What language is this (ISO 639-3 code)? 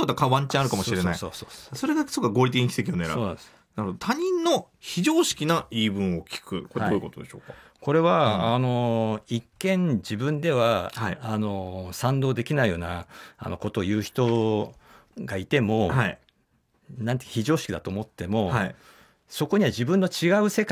jpn